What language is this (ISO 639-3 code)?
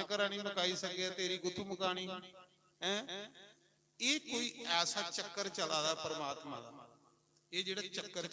doi